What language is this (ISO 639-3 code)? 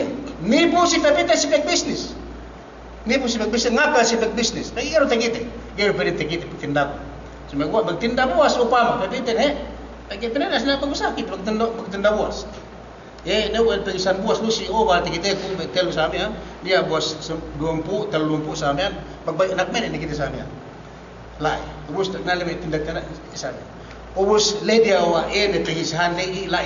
yka